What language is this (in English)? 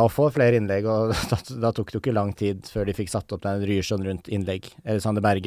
Norwegian